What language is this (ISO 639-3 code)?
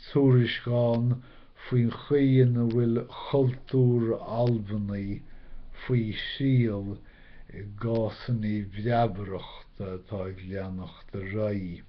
gle